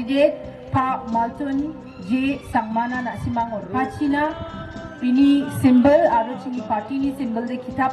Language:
Garo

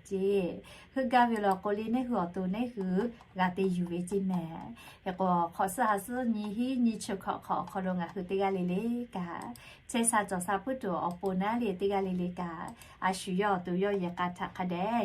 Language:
Lahu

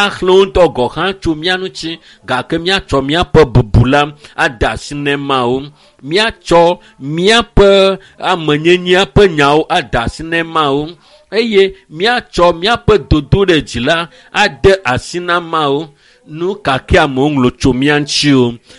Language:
Ewe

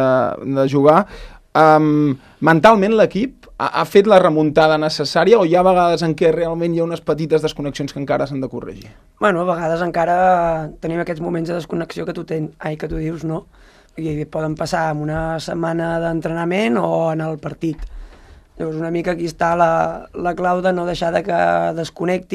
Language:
Catalan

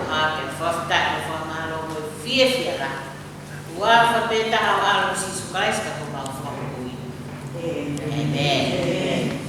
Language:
Tongan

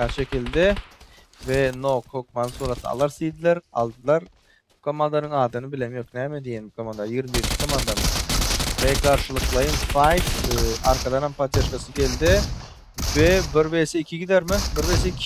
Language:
Turkmen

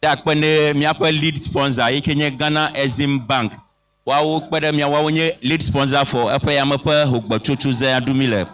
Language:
Ewe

